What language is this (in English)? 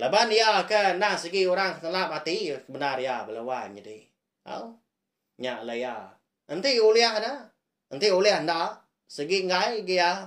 Iban